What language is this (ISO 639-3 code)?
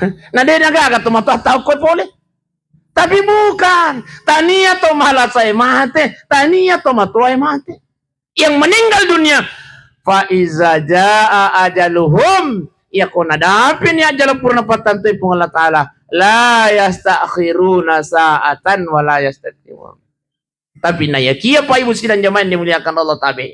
bug